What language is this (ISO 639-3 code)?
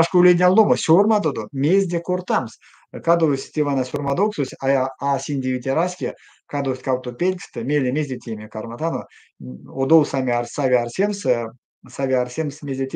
myv